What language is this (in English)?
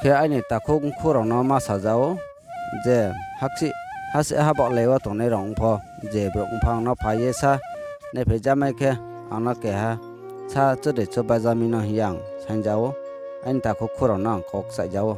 Riang (India)